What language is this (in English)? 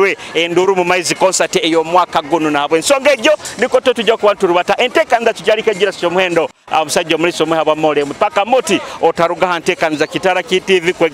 Nyoro